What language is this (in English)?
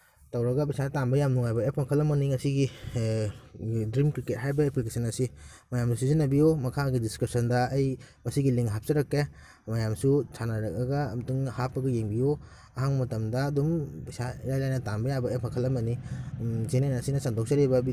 Manipuri